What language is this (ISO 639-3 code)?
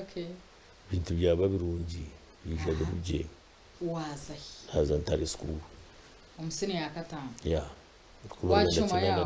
nyn